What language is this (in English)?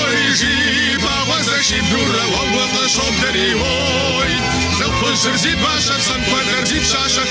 Kabardian